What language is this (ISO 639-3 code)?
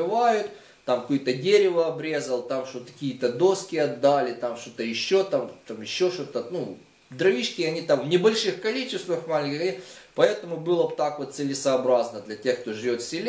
rus